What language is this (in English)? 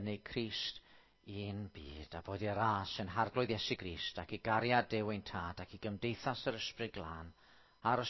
Welsh